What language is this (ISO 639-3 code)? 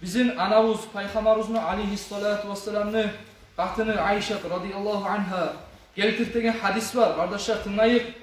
kum